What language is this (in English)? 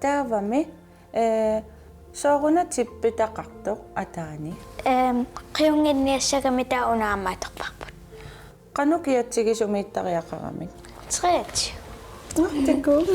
Kalaallisut